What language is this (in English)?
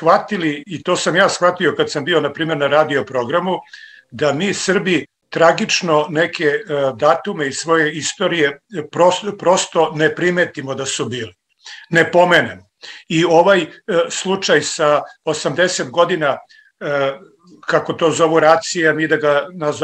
Serbian